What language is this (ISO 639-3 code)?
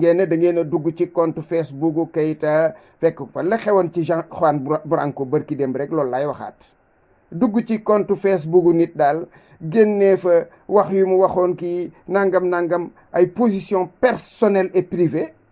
wol